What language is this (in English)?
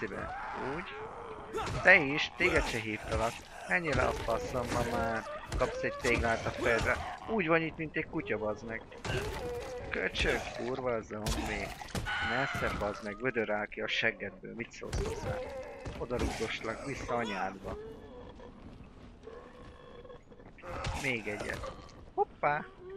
Hungarian